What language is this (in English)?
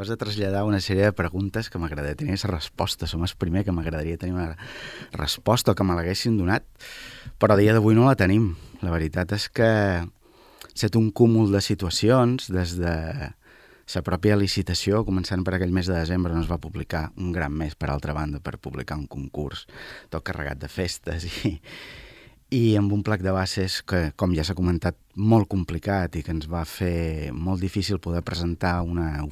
Catalan